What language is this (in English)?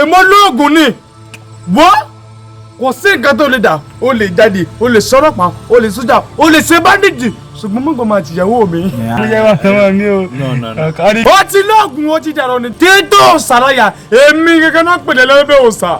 Yoruba